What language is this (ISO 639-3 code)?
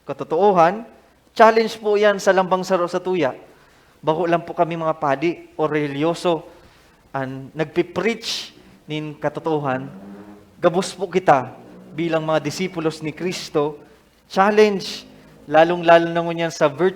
bik